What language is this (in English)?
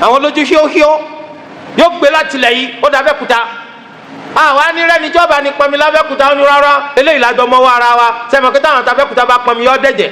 Yoruba